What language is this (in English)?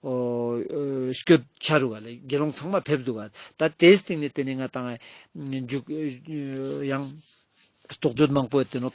Ladakhi